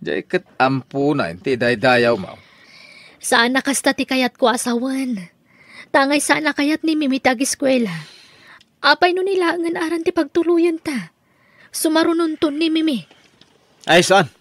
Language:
Iloko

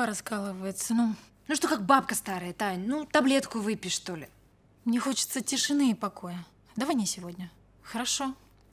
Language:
Russian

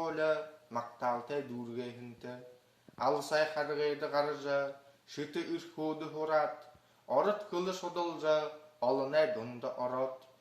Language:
Buriat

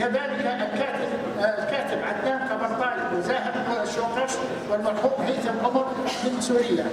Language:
North Levantine Arabic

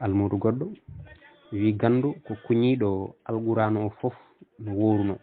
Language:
Fula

